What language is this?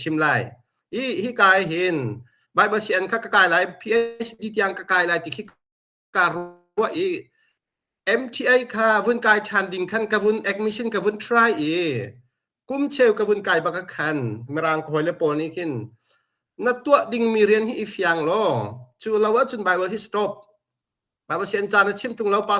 Hakha Chin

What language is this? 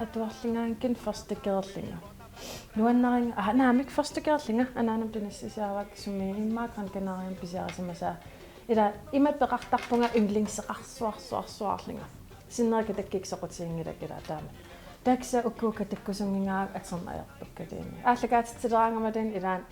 Kalaallisut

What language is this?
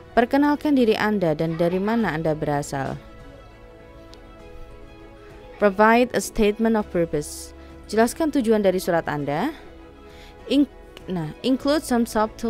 Indonesian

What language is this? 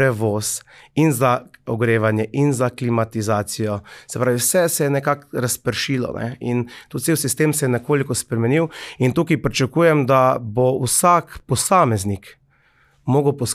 Slovenian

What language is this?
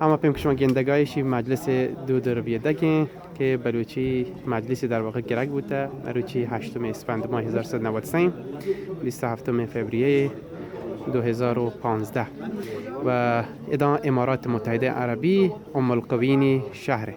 Baluchi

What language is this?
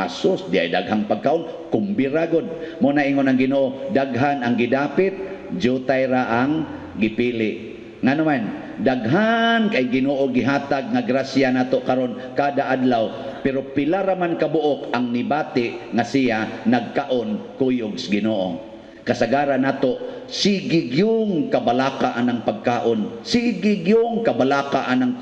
Cebuano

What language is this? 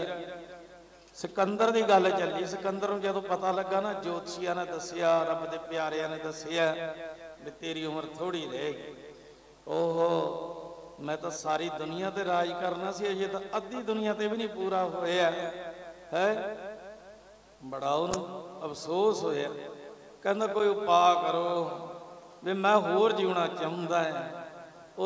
Punjabi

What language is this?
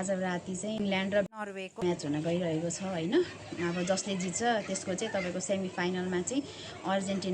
Nepali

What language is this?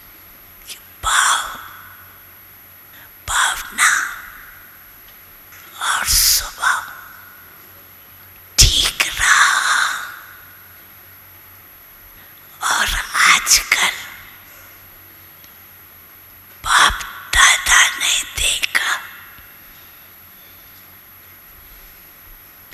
Hindi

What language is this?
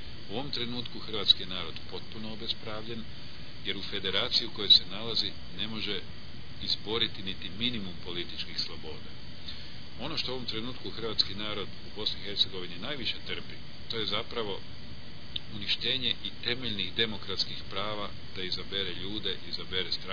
Croatian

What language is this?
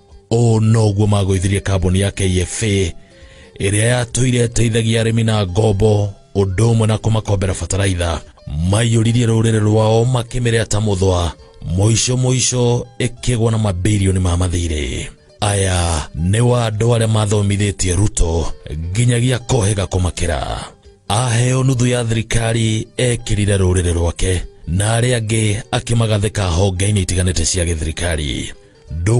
Kikuyu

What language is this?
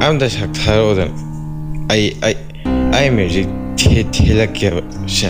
Manipuri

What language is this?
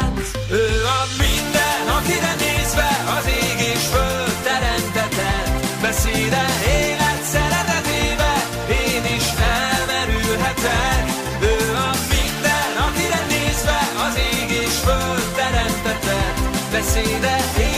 Hungarian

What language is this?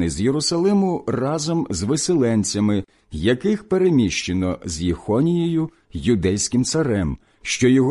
Ukrainian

